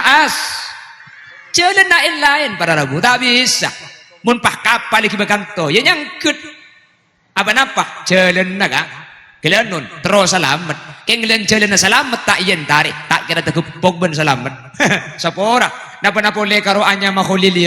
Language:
Madurese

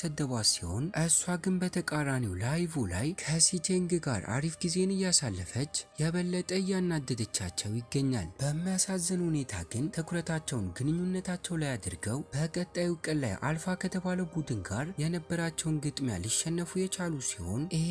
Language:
Amharic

